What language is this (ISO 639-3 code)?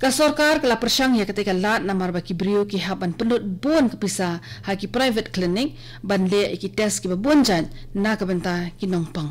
kha